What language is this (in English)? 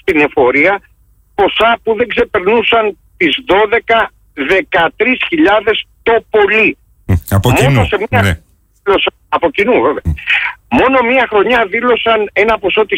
Greek